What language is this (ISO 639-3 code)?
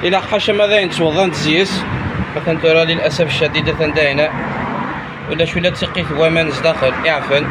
kab